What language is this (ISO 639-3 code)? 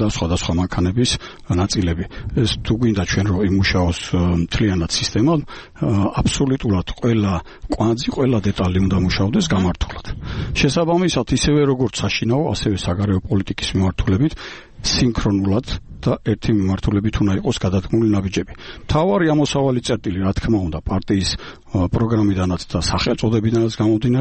kat